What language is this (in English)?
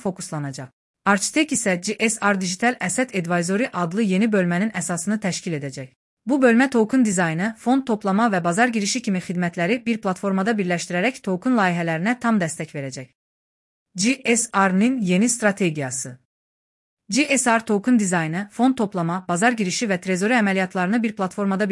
Azerbaijani